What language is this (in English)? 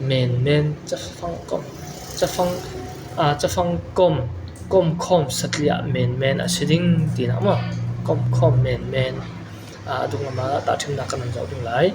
Falam Chin